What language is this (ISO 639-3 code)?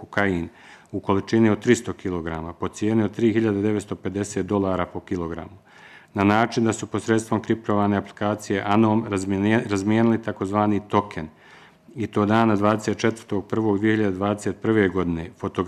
bos